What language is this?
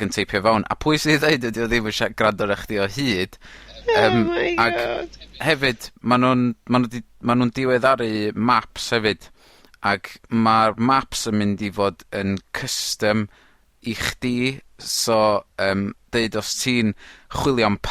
Welsh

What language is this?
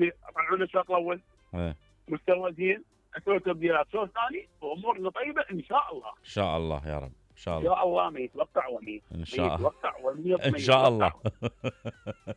Mesopotamian Arabic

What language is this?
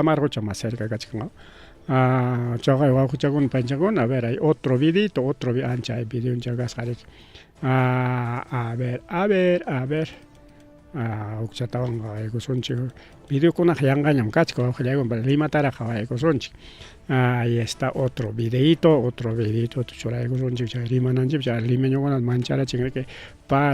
Ayacucho Quechua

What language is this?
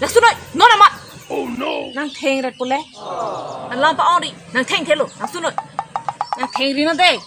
Karbi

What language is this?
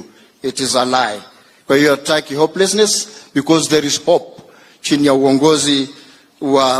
Gusii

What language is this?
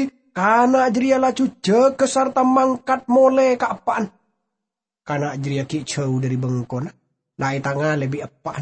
Madurese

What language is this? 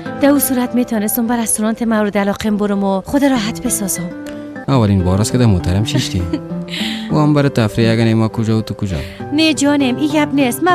Persian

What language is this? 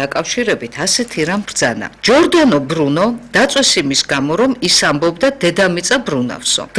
Georgian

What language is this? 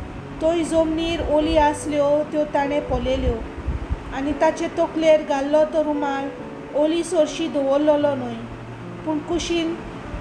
Konkani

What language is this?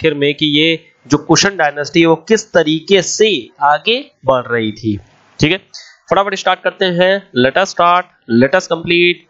Hindi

